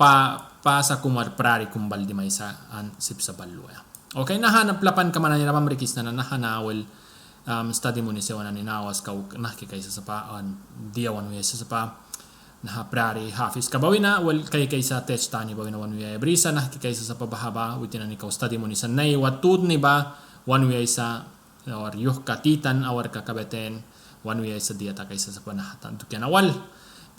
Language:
Mískito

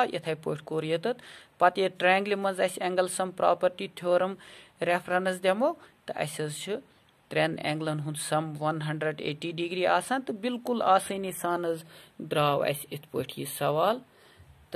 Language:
Kashmiri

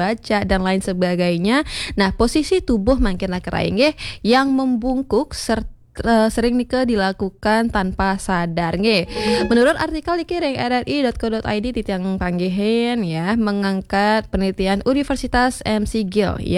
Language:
Balinese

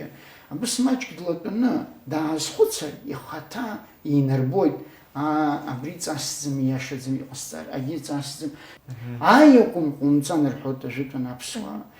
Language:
Abkhazian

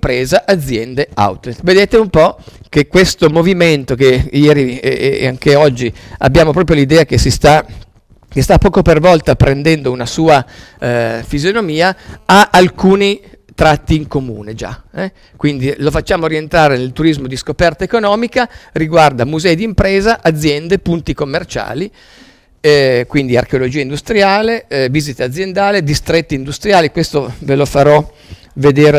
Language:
Italian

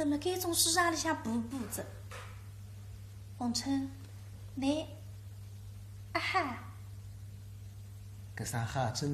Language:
Wu Chinese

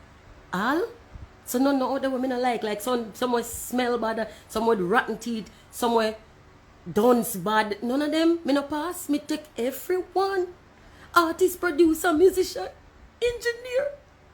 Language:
Jamaican Creole English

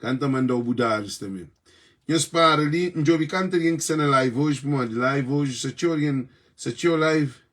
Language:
Kabuverdianu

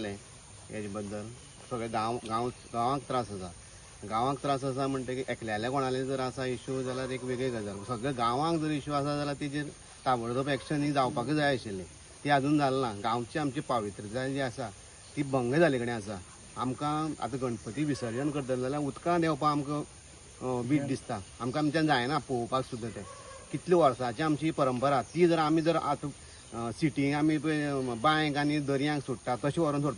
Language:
Konkani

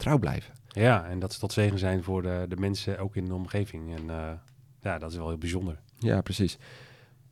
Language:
Dutch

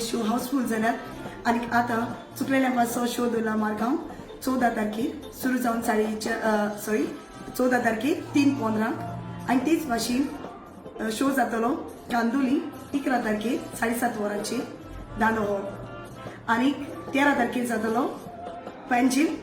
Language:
Konkani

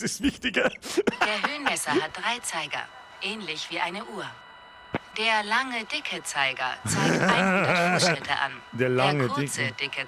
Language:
Bavarian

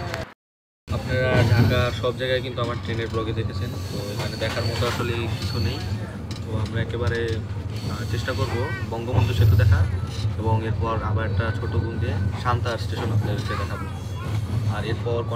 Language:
Bangla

